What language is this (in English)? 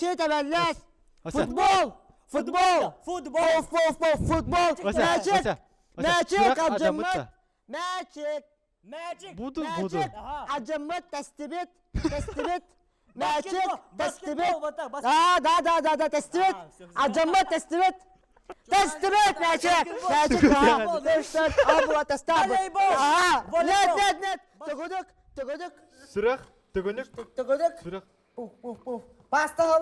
Yakut